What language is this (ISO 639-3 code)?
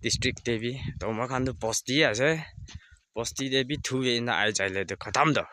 nag